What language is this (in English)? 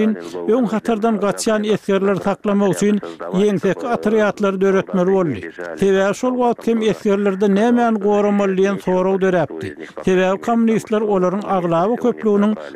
Turkmen